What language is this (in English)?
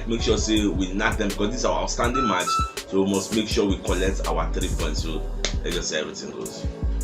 Nigerian Pidgin